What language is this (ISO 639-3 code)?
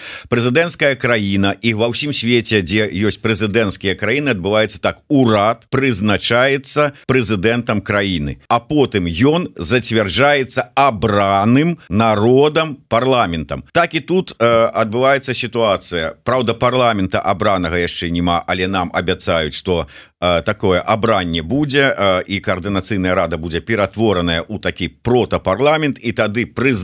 bel